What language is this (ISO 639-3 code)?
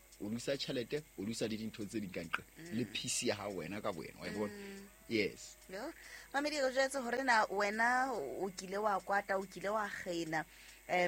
sot